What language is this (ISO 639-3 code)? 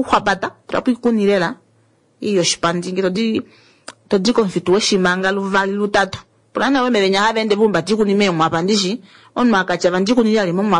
kua